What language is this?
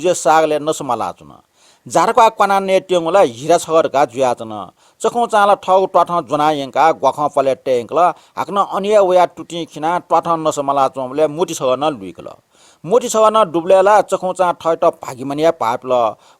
Newari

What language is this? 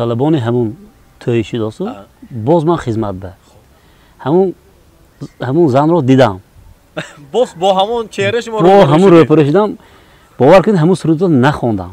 Tajik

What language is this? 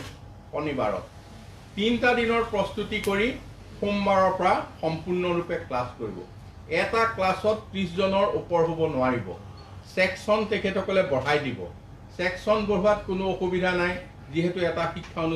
Assamese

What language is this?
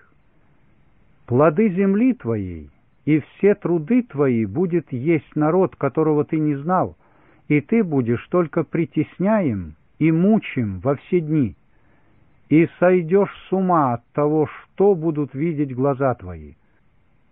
Russian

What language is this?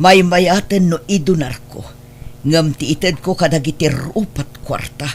Iloko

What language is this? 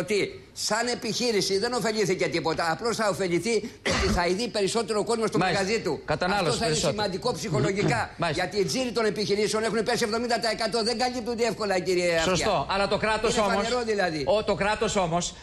Greek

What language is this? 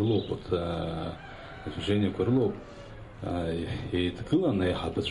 Abkhazian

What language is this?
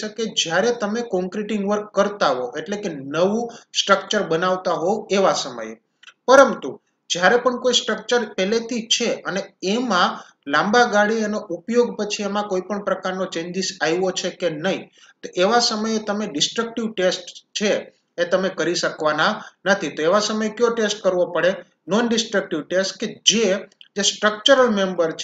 Gujarati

